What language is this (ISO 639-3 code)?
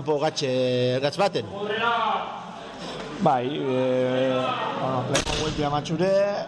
eus